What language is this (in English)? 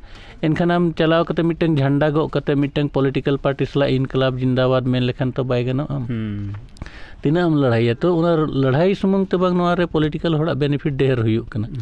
Santali